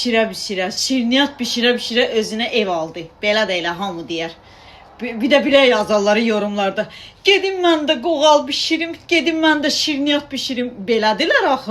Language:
Azerbaijani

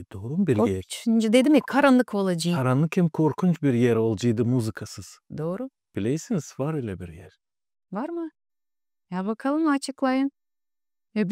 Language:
Gagauz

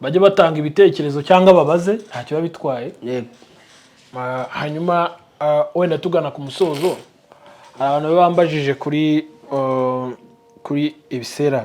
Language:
Kinyarwanda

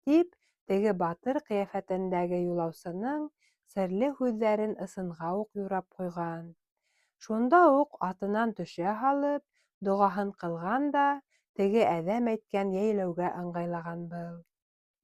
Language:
Bashkir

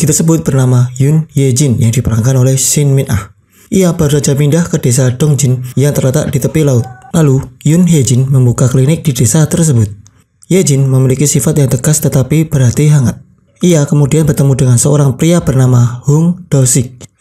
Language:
Indonesian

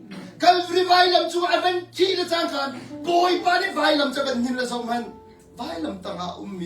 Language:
Hakha Chin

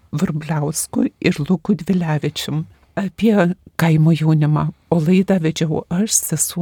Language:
Lithuanian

